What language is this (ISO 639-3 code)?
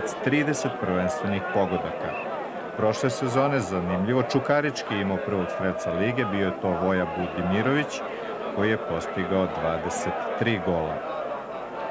srp